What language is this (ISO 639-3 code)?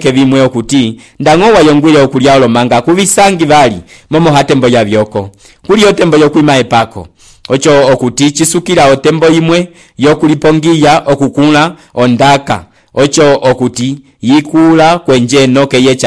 umb